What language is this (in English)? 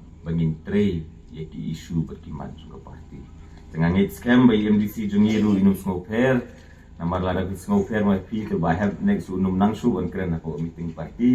Khasi